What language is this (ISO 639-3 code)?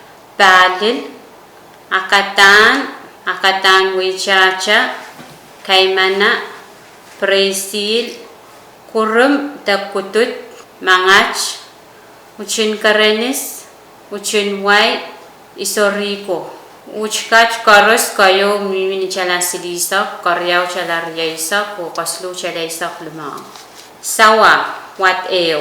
pon